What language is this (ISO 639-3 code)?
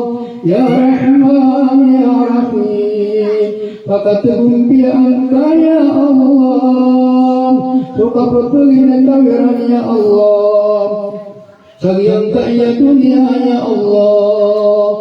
mrw